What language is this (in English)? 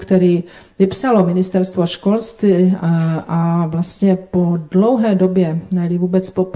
Czech